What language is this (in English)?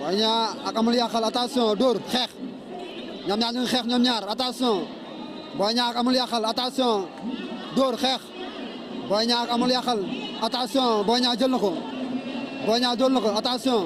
Wolof